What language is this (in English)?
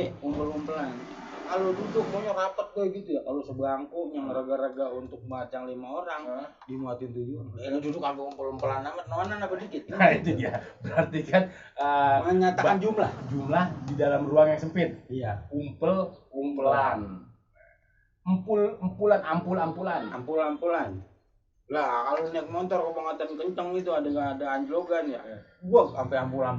Betawi